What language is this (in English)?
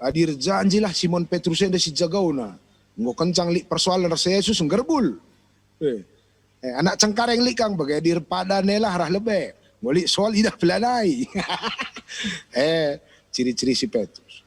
Batak Karo